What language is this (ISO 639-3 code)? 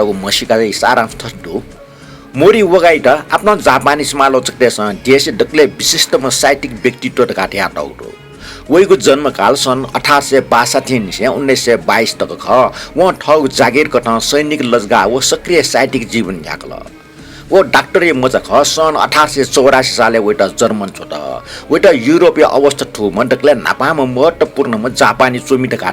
new